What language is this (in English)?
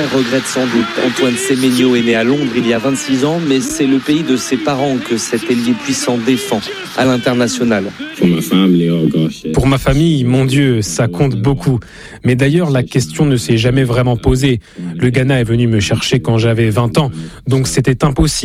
French